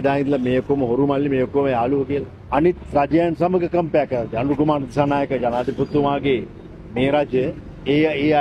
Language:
Sinhala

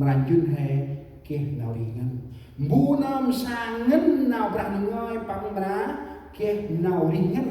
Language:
Central Mnong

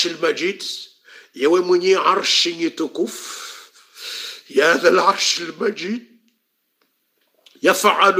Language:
Swahili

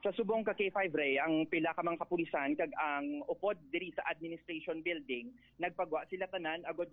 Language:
Hiligaynon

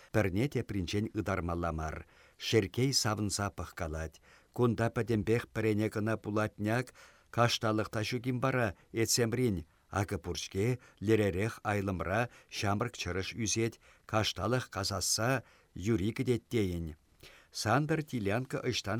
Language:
Chuvash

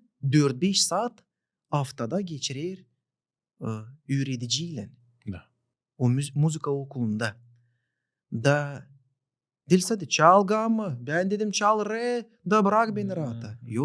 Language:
Gagauz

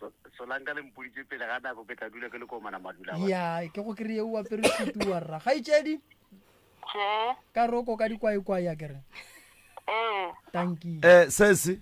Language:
Northern Sotho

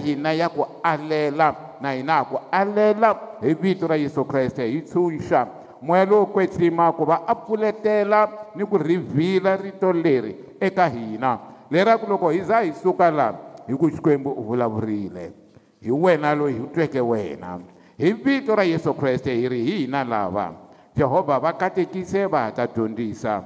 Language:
Tsonga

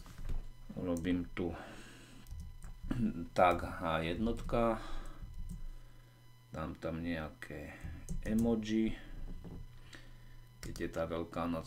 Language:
Slovak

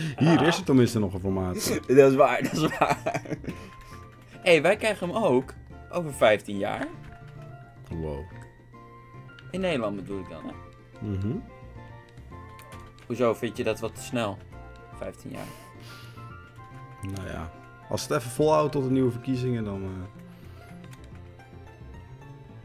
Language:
Dutch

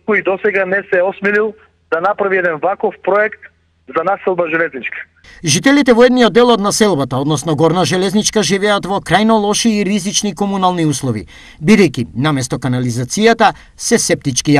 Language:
Macedonian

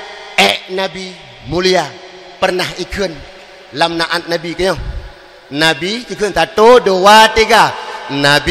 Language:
Achinese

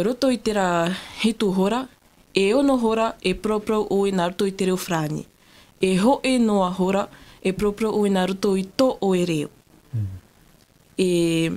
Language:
Tahitian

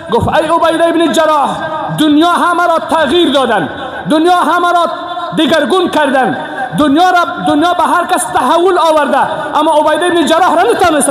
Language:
Persian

